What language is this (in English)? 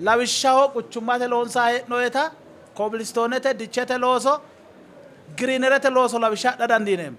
Sidamo